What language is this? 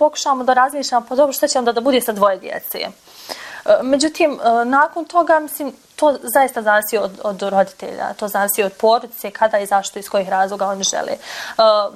Bosnian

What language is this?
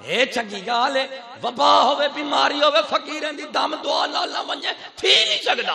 Saraiki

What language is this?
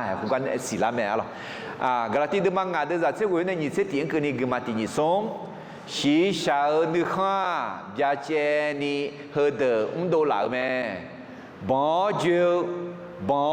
Akha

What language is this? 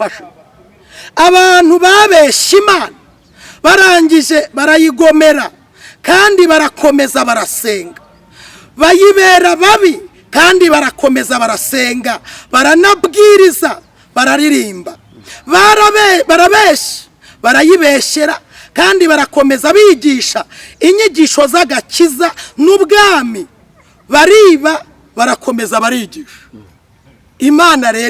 Kinyarwanda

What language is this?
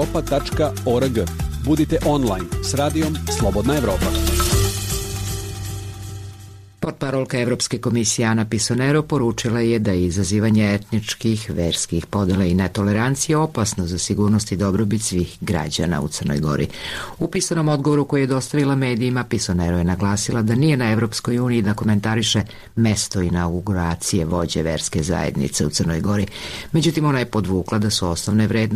Serbian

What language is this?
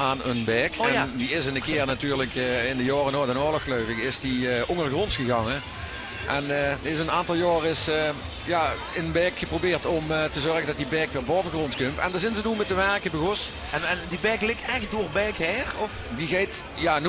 Limburgish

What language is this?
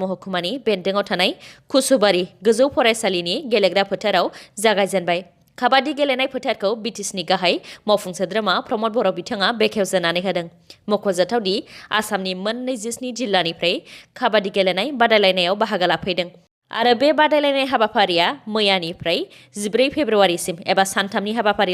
Bodo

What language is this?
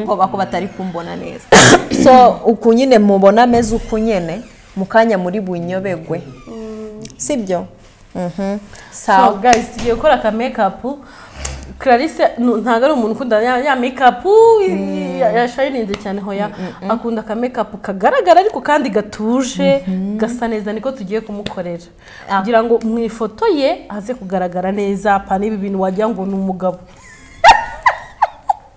Kinyarwanda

